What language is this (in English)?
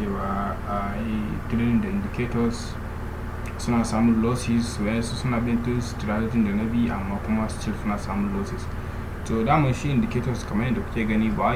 Hausa